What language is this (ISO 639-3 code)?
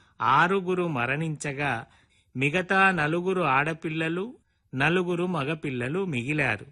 tel